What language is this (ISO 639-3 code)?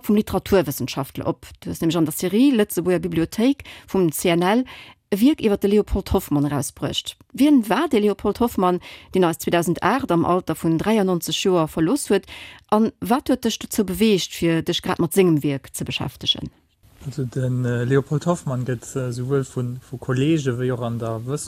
ltz